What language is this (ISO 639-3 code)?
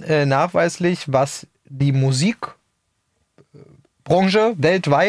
deu